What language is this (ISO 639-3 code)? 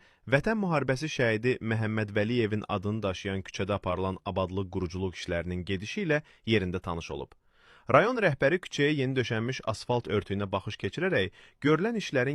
aze